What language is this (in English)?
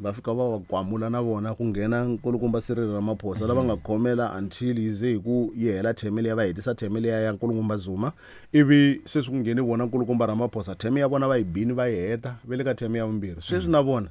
Tsonga